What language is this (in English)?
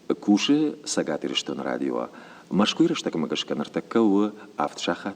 Ossetic